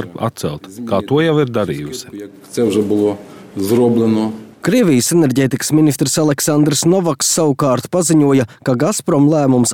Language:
Latvian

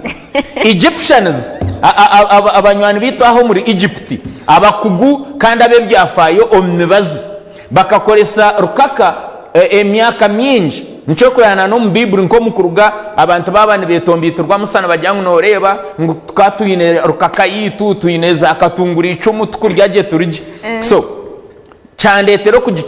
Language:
Nyankole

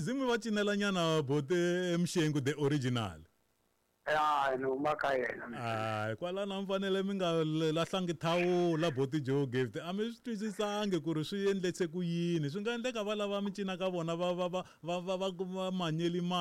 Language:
Tsonga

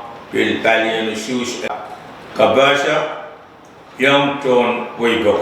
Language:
Pohnpeian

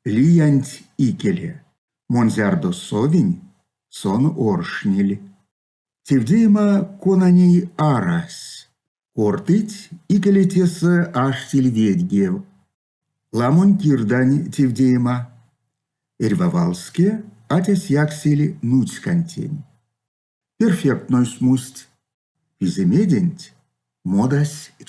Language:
Erzya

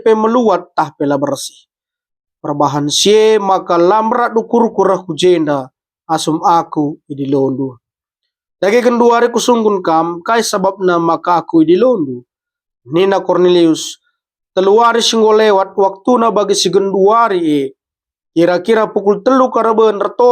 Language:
Batak Karo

